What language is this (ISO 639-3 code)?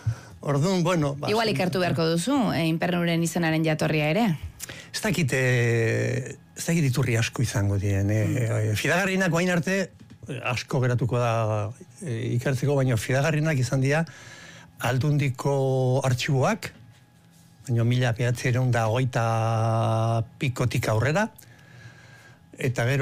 eus